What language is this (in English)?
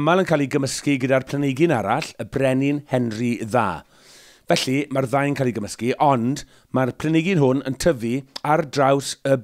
Welsh